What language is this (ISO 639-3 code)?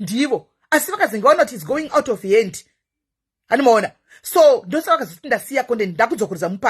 sna